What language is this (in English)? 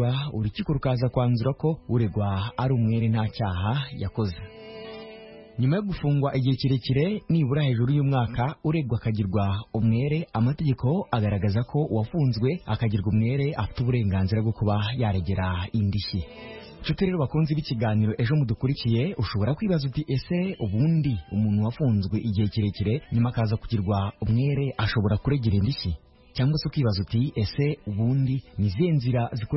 Kinyarwanda